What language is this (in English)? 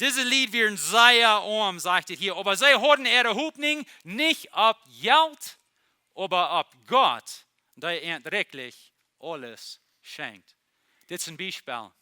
Plautdietsch